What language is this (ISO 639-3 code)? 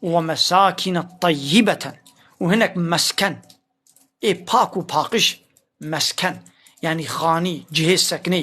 kur